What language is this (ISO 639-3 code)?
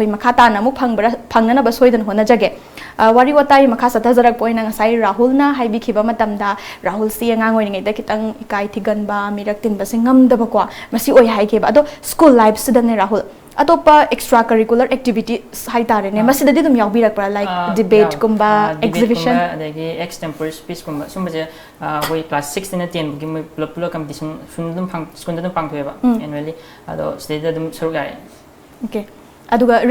mni